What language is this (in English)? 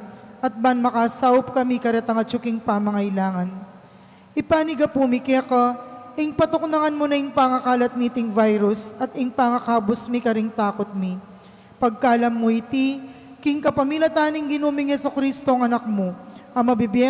Pampanga